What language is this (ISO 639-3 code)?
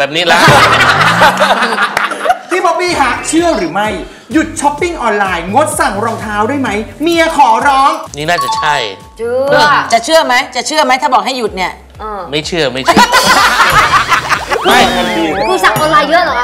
tha